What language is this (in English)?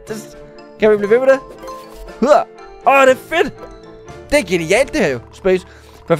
Danish